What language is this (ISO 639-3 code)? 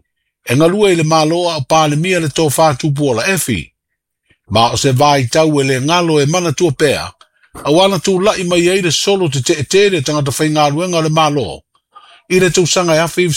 smo